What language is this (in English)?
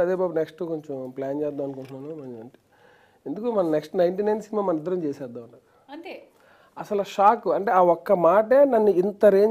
Telugu